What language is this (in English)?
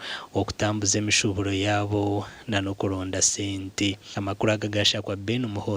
Nyankole